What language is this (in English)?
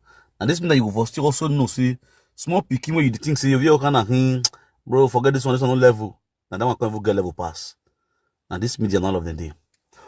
Nigerian Pidgin